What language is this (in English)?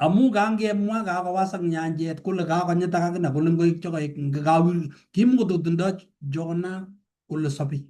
Kalenjin